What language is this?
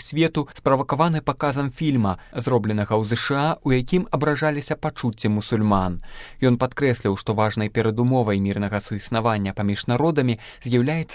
Belarusian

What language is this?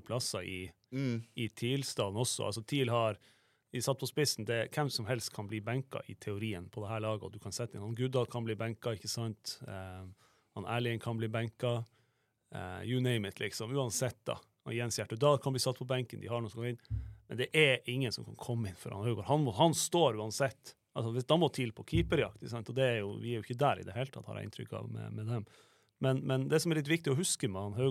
Norwegian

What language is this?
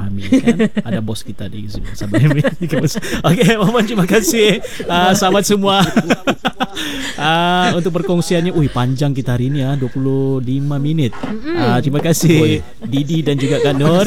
Malay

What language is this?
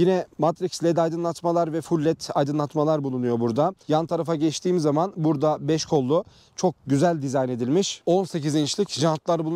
Turkish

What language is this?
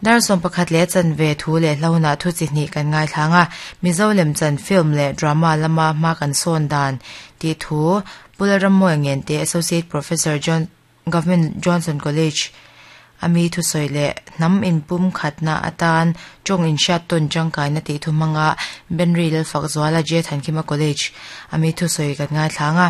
Mizo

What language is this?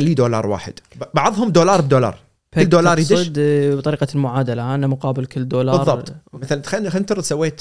Gulf Arabic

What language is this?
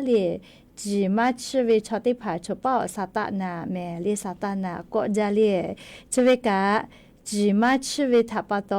Lahu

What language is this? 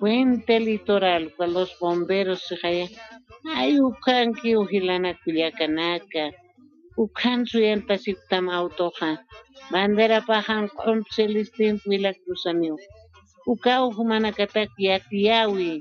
Aymara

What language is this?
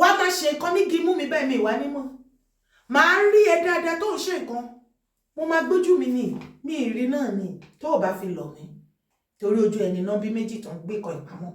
Yoruba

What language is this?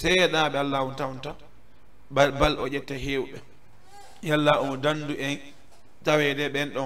Fula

